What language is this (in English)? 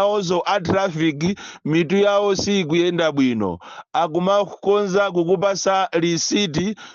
Nyanja